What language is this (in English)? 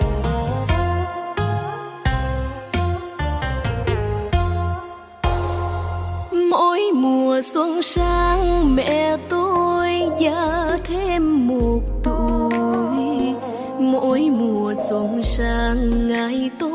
Vietnamese